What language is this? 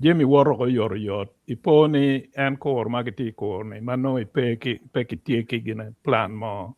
Acoli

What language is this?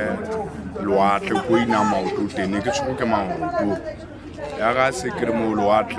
Southern Sotho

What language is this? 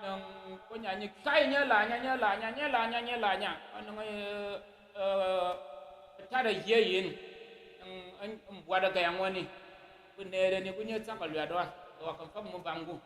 Tyap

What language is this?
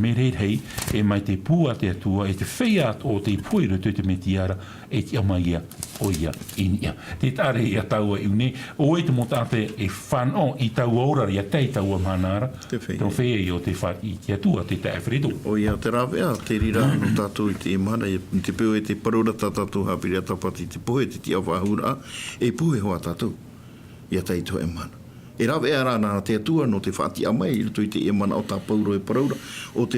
Tahitian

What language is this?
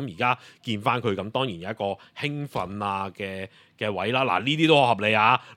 Cantonese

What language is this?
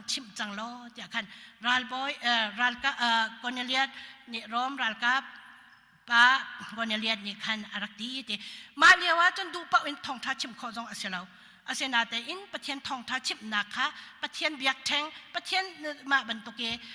Hakha Chin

